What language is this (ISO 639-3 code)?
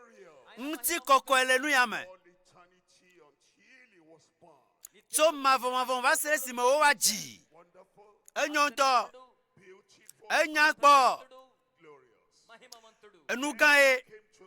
ewe